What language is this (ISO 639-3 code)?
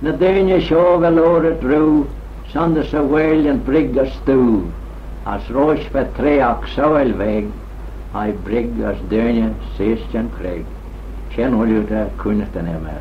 glv